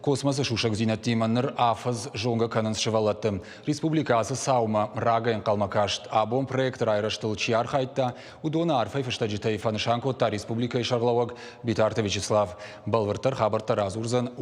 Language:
Ossetic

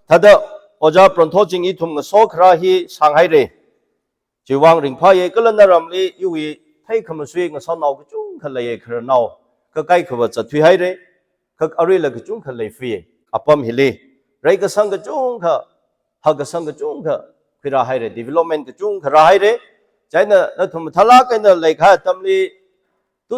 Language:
Tangkhul Naga (India)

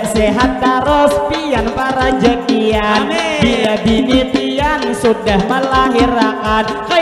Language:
Banjar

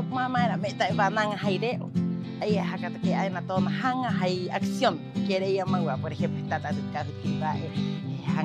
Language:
Rapanui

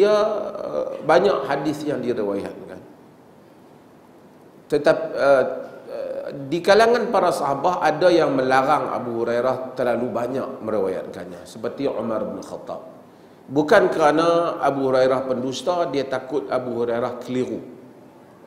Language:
Malay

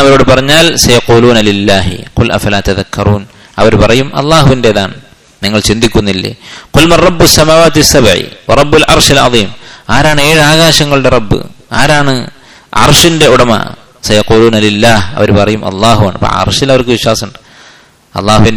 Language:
Malayalam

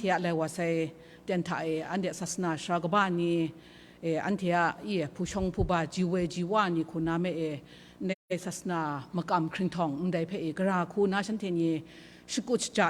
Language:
Kachin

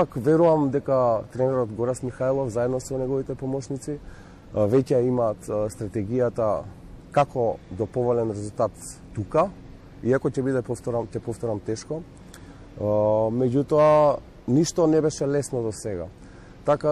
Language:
Macedonian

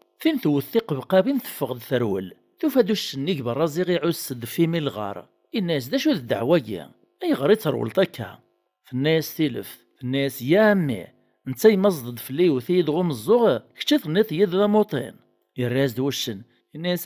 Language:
Kabyle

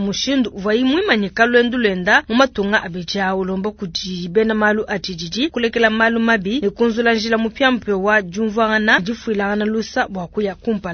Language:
Luba-Lulua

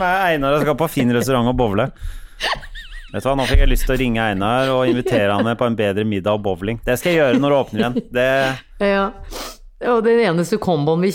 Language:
Norwegian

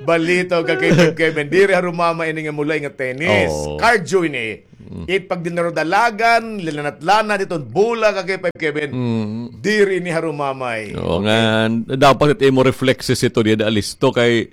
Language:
Waray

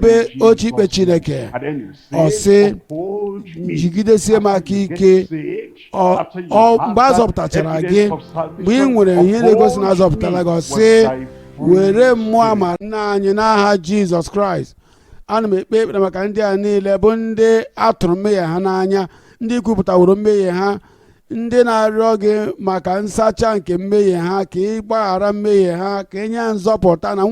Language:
Igbo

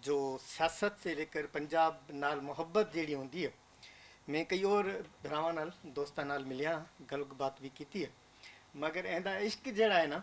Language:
Western Panjabi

